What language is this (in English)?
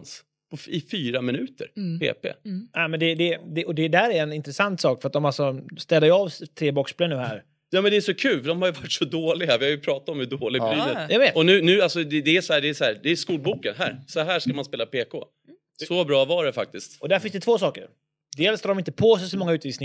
Swedish